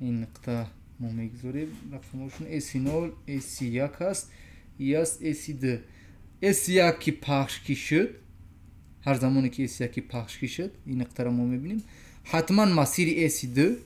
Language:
Tajik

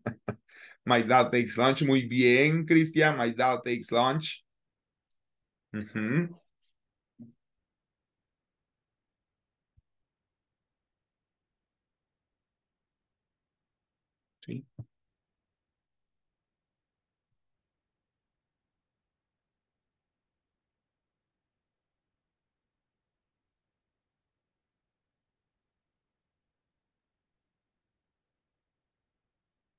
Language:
Spanish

